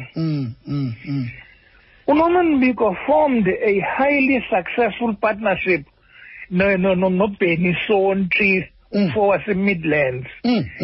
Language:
Xhosa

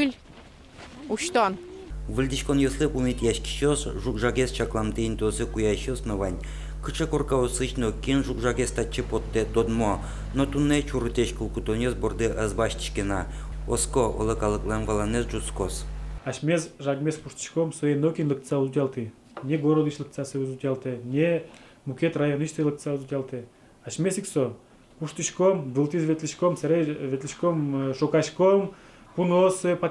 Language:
Udmurt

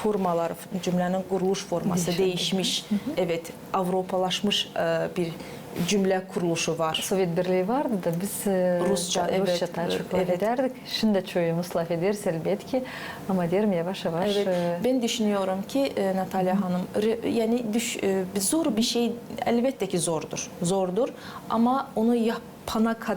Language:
Gagauz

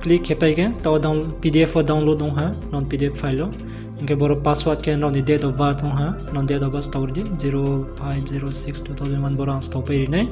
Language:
Riang (India)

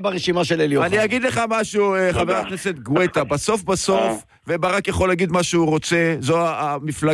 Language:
Hebrew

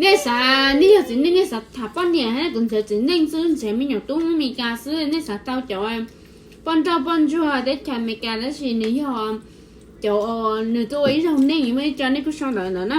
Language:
Hmong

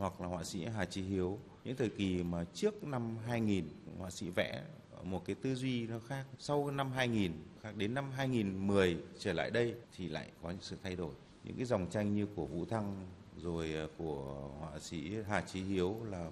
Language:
Vietnamese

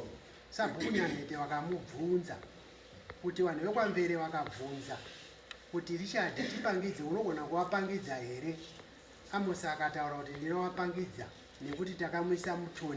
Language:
Shona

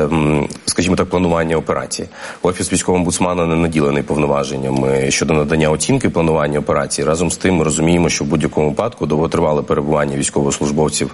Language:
Ukrainian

